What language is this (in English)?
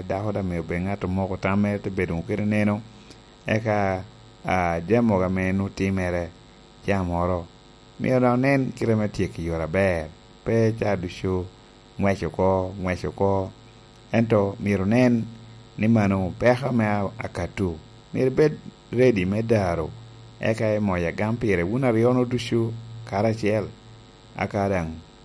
Lango (Uganda)